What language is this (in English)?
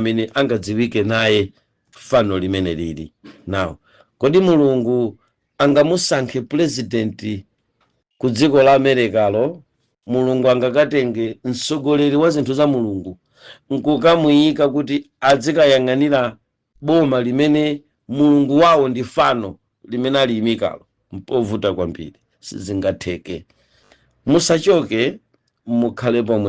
Nyanja